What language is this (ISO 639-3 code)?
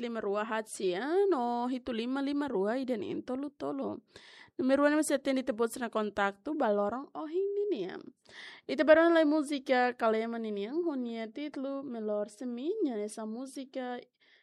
tet